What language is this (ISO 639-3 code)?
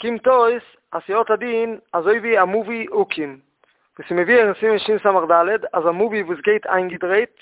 yid